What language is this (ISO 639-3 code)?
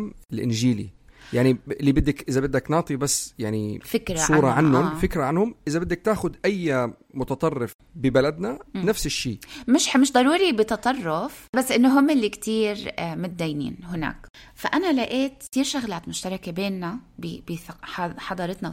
apc